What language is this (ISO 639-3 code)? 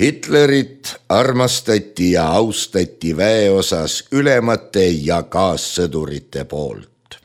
est